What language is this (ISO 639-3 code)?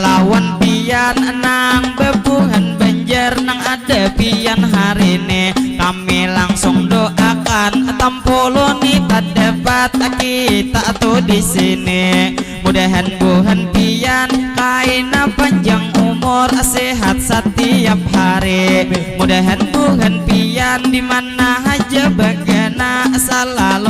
bjn